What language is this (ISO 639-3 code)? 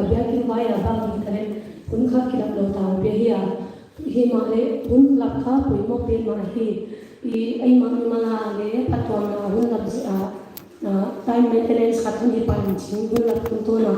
pck